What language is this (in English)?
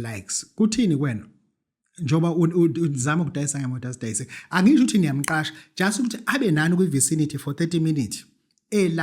Zulu